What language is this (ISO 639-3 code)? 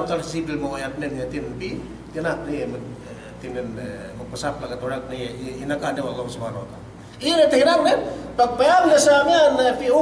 yka